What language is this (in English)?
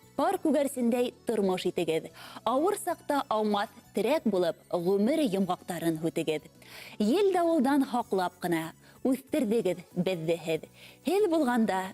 Bashkir